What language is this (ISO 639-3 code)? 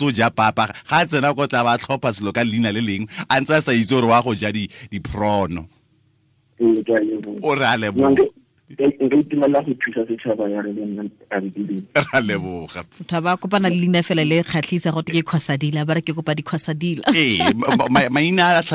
tsn